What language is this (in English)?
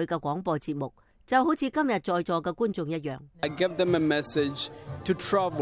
Cantonese